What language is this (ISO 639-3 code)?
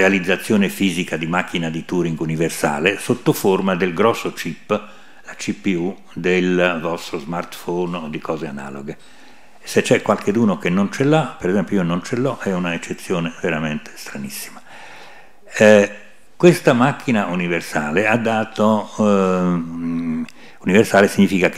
ita